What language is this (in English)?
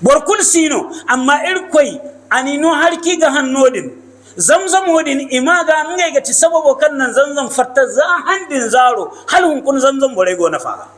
Hausa